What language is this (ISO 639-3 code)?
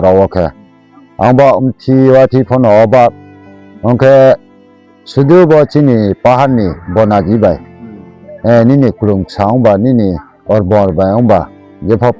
ria